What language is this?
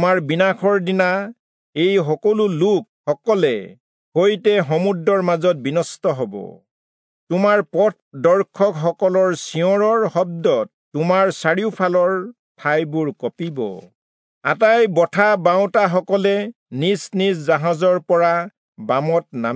Assamese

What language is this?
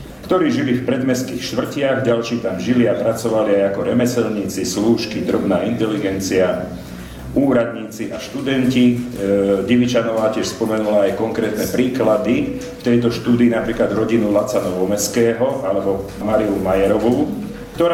Slovak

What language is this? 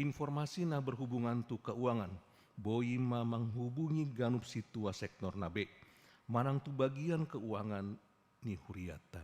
Batak Toba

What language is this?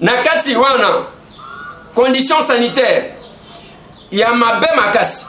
Lingala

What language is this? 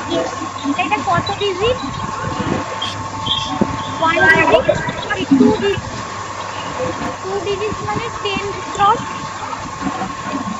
Bangla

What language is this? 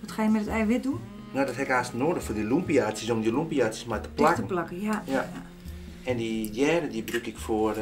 Western Frisian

